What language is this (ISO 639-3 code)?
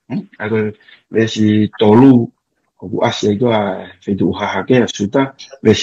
ton